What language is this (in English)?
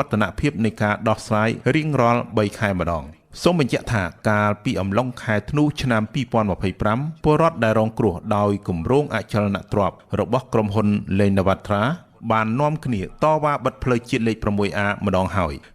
Khmer